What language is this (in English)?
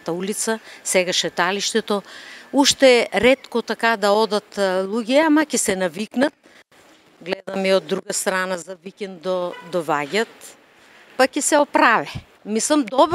Macedonian